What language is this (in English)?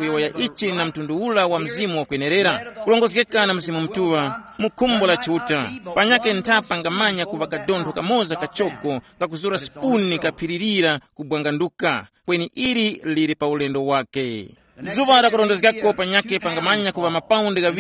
Tumbuka